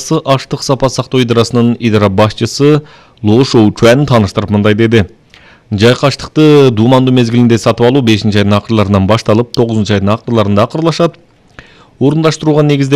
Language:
Kyrgyz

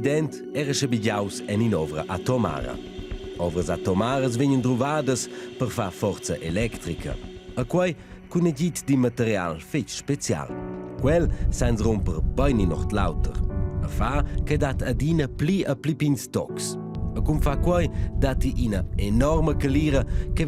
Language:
Romansh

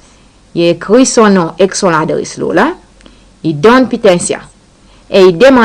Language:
Seselwa Creole French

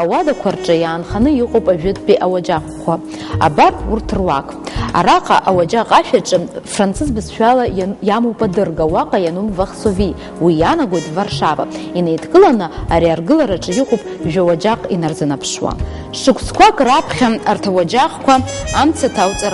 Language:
Abkhazian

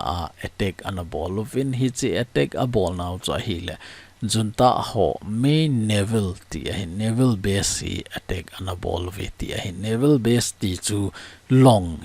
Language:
Thado Chin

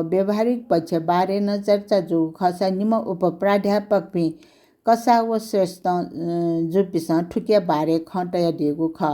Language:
Newari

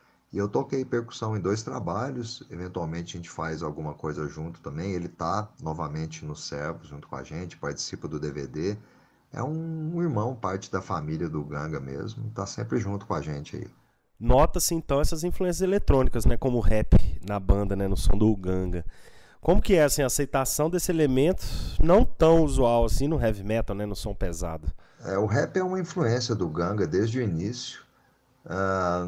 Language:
Portuguese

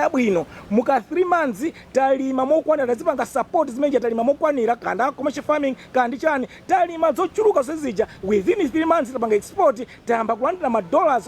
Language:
Nyanja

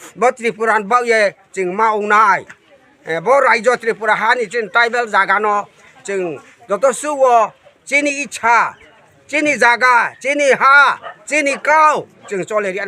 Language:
Riang (India)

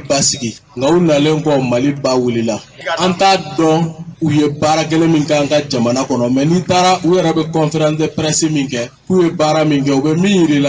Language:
Bambara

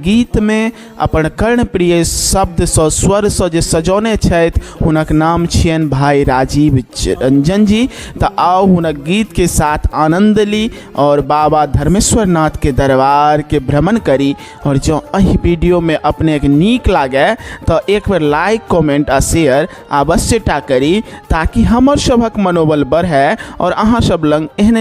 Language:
Maithili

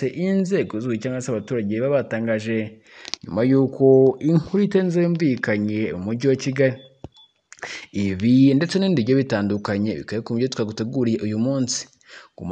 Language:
Kinyarwanda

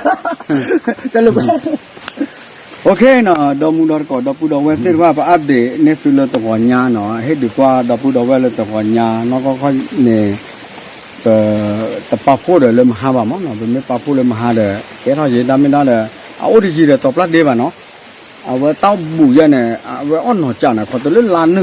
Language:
S'gaw Karen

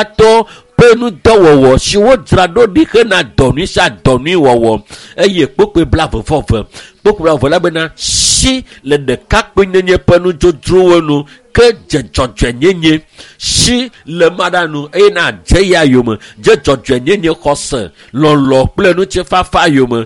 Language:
Ewe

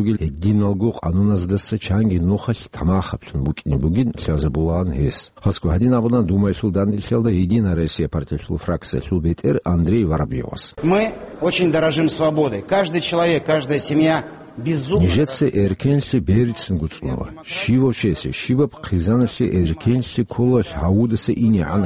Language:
Avaric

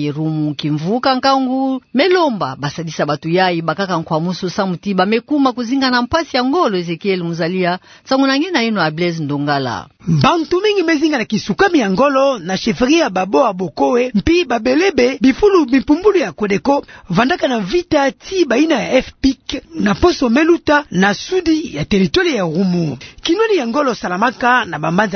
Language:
Kituba (Democratic Republic of Congo)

